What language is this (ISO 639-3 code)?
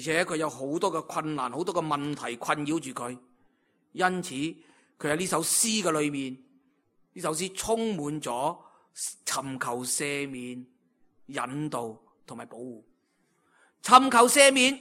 yue